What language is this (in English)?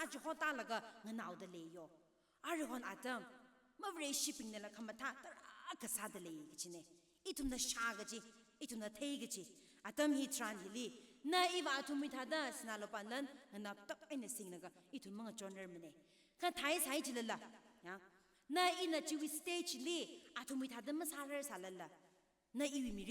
Tangkhul Naga (India)